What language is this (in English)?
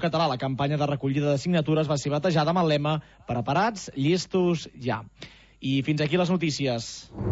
Catalan